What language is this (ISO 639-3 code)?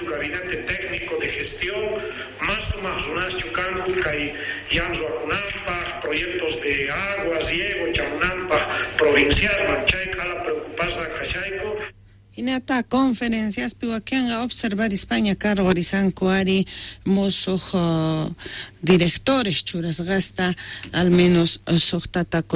quh